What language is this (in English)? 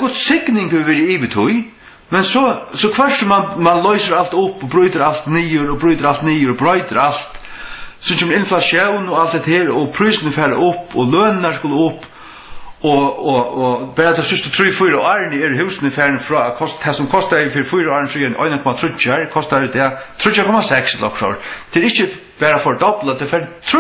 Faroese